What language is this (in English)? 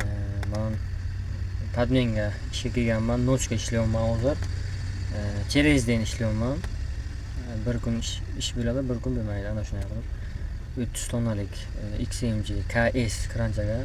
Uzbek